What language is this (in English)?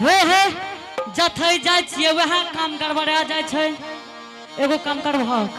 Angika